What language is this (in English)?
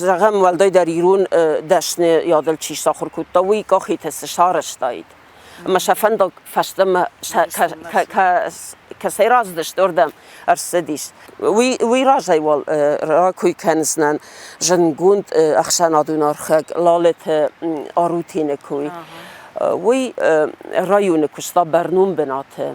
Ossetic